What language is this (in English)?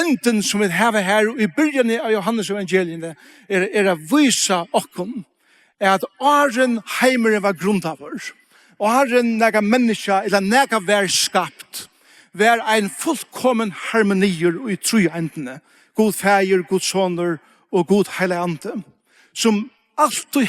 Faroese